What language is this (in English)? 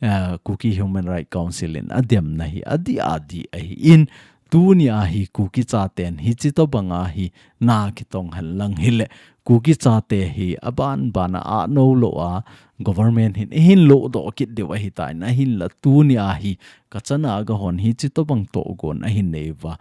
Thado Chin